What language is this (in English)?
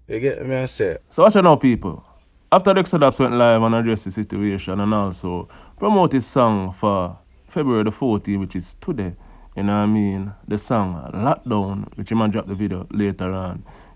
Jamaican Creole English